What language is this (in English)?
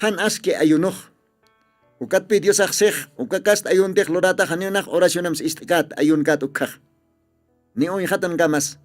Aymara